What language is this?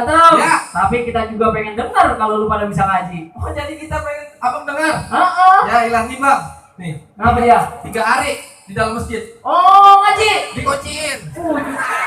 Betawi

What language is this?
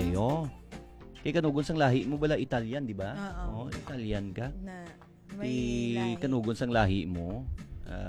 Hiligaynon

